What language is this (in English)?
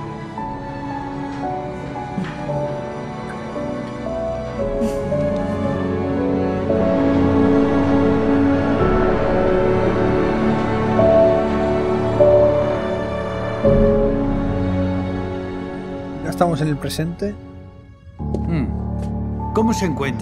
Spanish